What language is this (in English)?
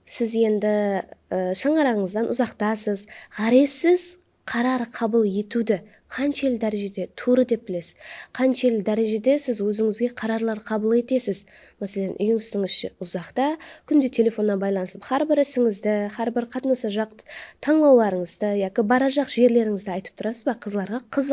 Kara-Kalpak